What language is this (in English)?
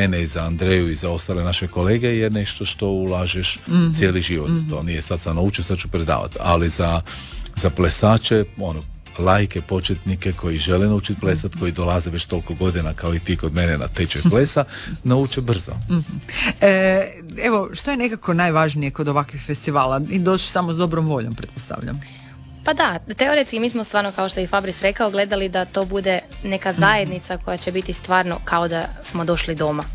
Croatian